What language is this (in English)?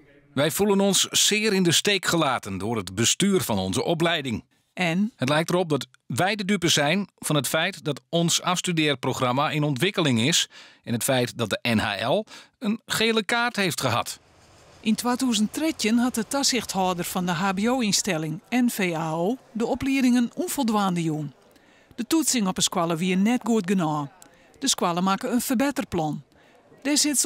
Western Frisian